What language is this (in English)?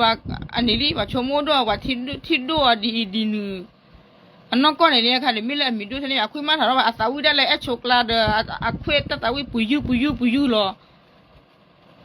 S'gaw Karen